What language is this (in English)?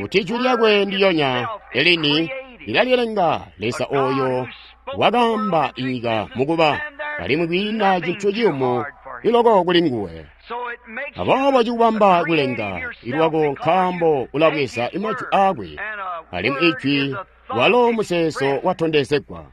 Tonga (Zambia)